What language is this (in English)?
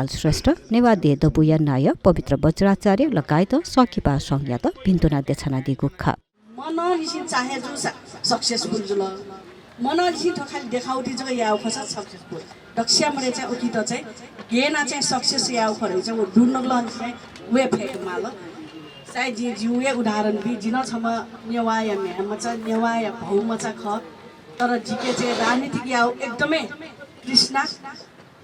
Newari